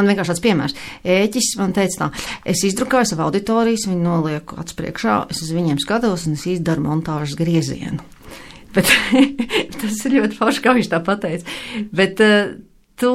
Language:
Latvian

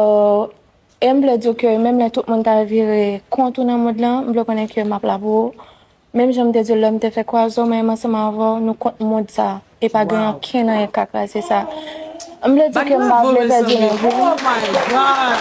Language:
Haitian Creole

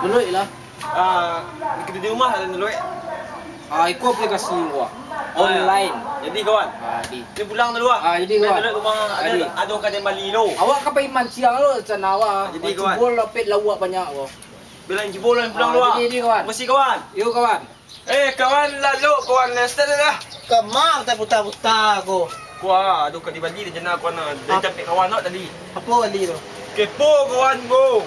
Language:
Minangkabau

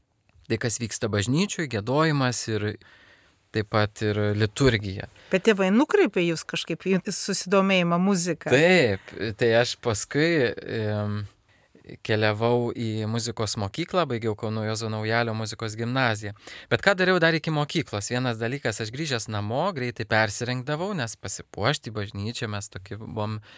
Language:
Lithuanian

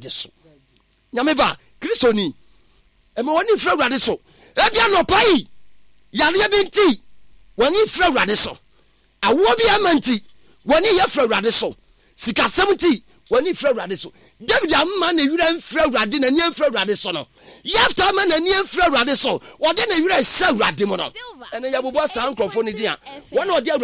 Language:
Akan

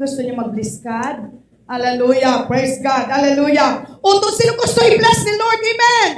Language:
Hiligaynon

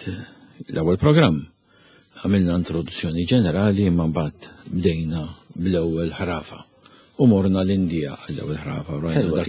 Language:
Maltese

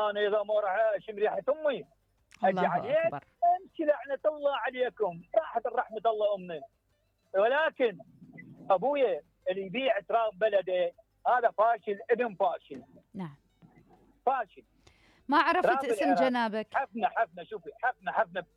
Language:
Mesopotamian Arabic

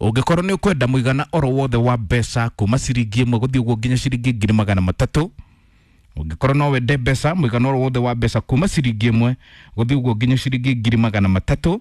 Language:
Kikuyu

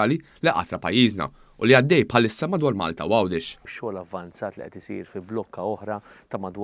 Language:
Maltese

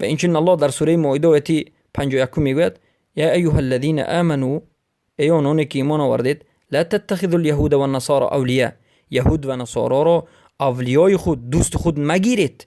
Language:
Persian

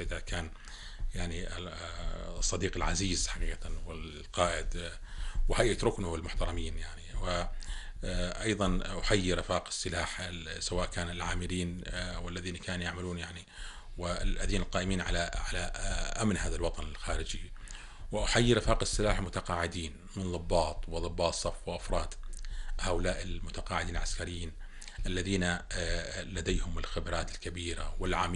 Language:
North Levantine Arabic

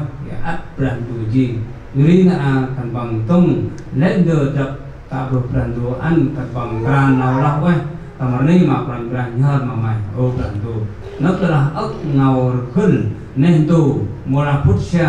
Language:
Central Mnong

